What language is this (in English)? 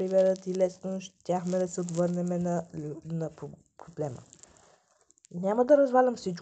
Bulgarian